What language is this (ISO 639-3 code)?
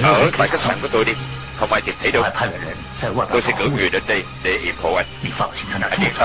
vie